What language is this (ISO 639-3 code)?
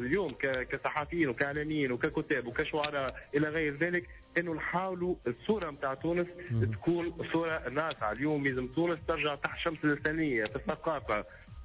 aeb